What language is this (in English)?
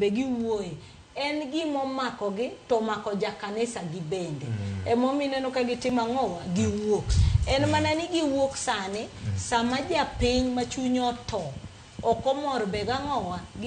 Luo (Kenya and Tanzania)